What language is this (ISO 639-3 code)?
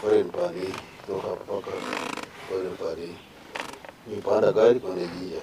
nyn